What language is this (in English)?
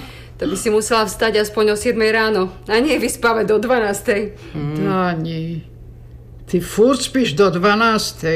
Slovak